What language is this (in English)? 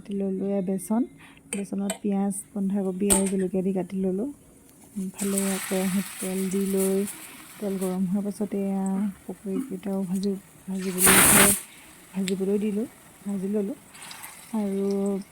Assamese